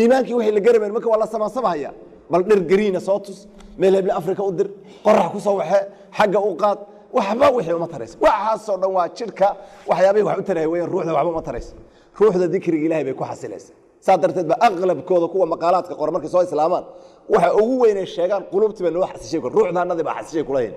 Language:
Somali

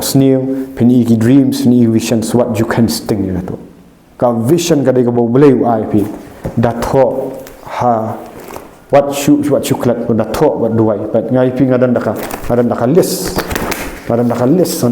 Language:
Khasi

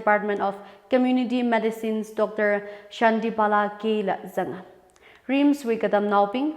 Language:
Tangkhul Naga (India)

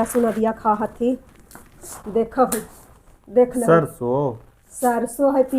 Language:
Magahi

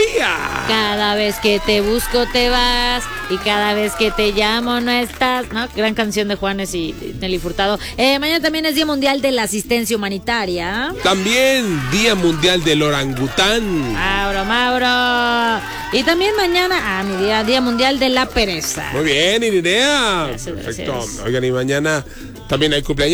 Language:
Spanish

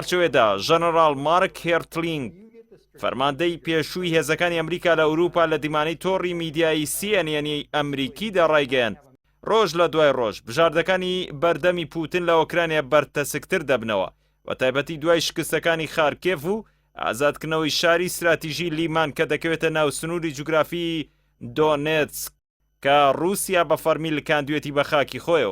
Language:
Central Kurdish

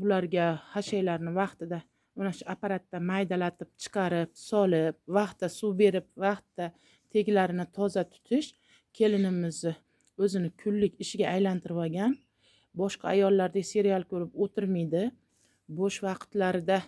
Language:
Uzbek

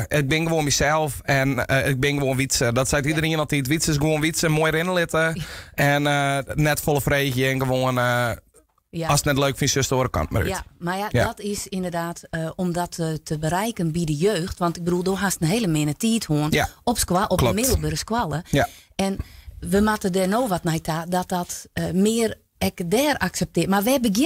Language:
Western Frisian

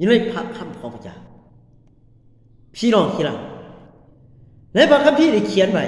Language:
Lao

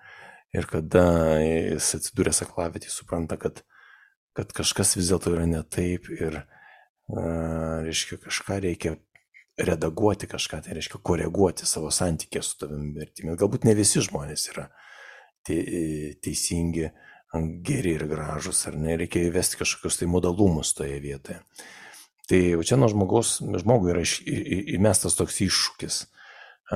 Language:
Lithuanian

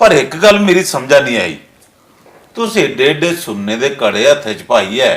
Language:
Dogri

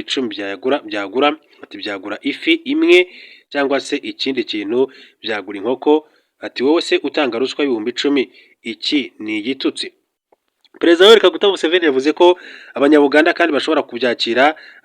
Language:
Kinyarwanda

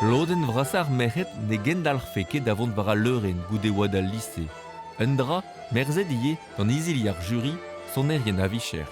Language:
Breton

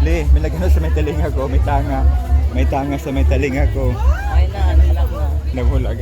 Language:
Bikol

